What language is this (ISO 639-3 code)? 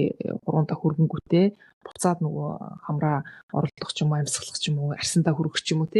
mon